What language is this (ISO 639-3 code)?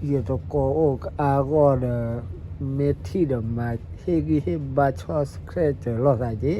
ksw